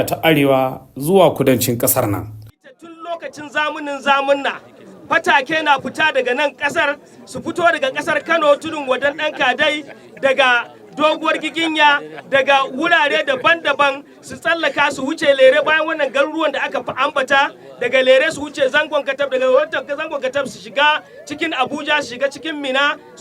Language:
Hausa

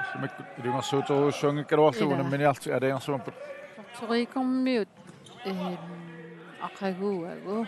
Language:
Kalaallisut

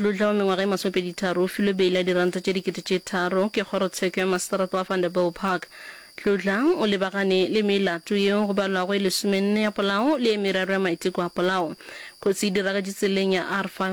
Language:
Northern Sotho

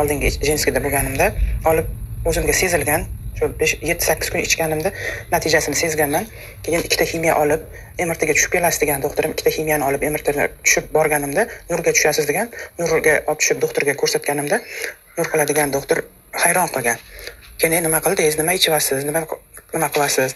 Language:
Uzbek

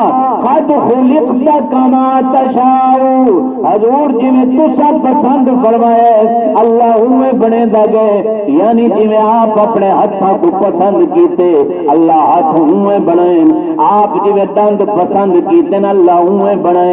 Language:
Saraiki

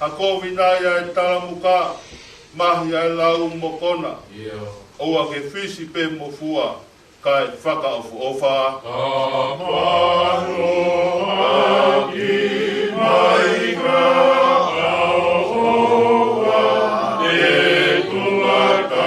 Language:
Tongan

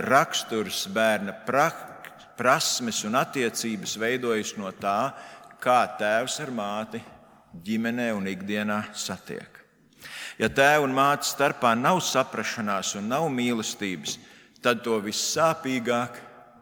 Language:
Latvian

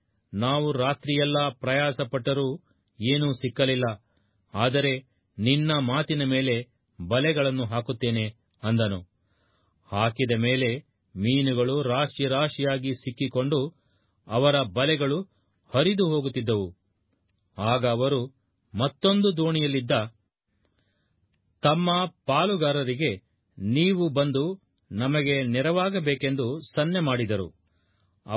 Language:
Kannada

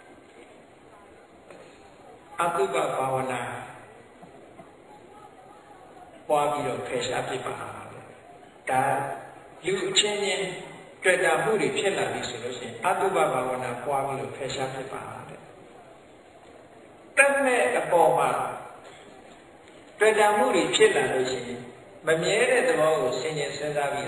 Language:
Burmese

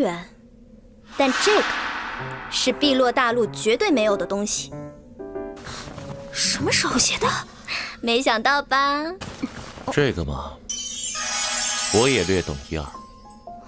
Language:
Chinese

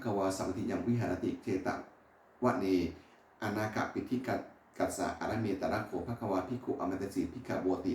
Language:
Pali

